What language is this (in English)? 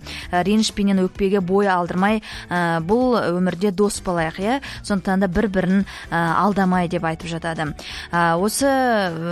Kazakh